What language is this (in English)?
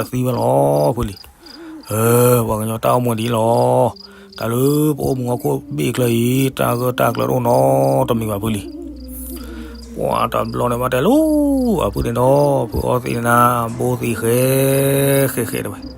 S'gaw Karen